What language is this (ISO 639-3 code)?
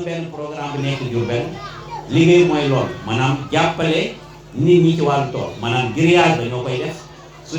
wol